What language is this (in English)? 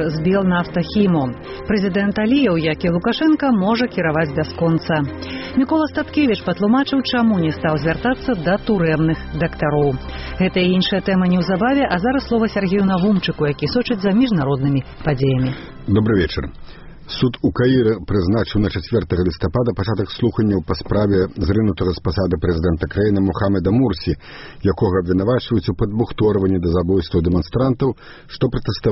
Belarusian